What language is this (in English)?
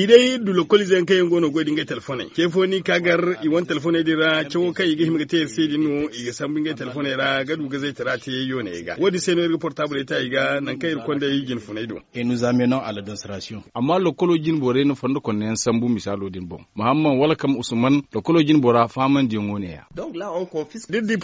Zarma